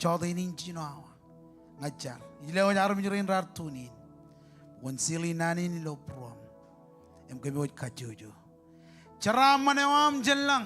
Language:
Marshallese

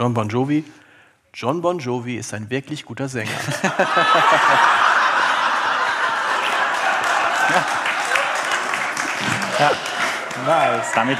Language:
German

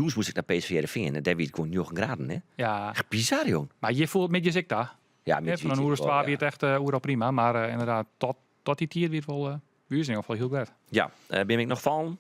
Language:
Western Frisian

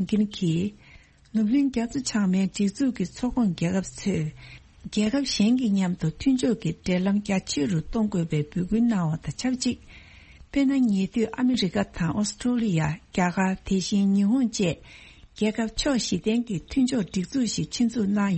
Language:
Tibetan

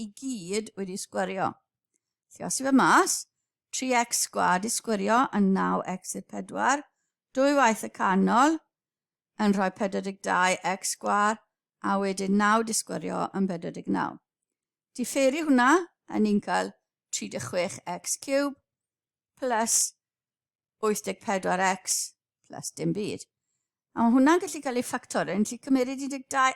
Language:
Welsh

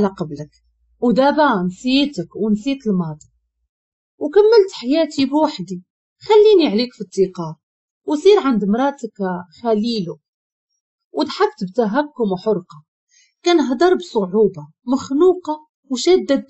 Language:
Moroccan Arabic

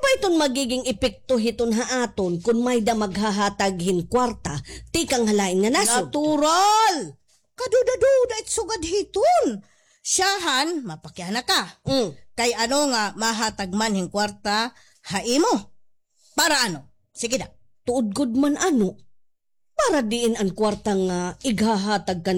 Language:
Waray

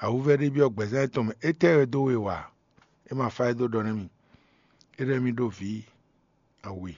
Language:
Fon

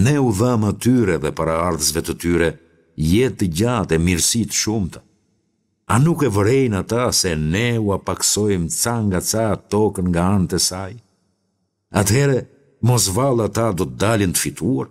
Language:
Albanian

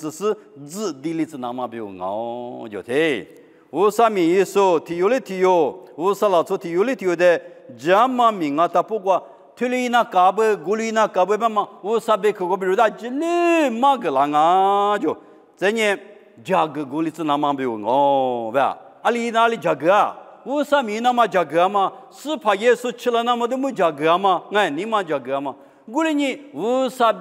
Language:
Lisu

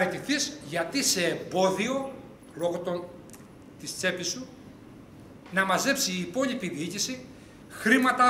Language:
Greek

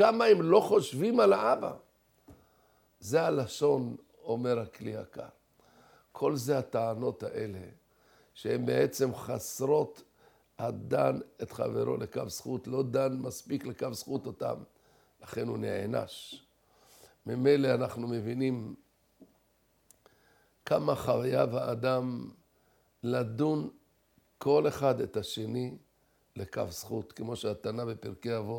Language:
Hebrew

